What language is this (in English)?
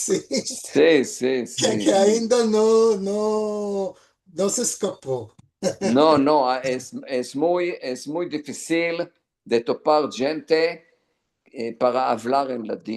Ladino